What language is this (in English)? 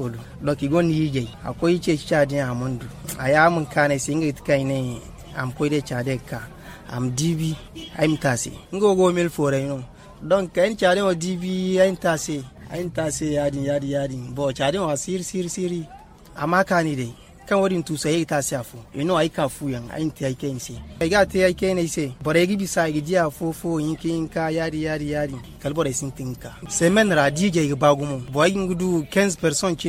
Zarma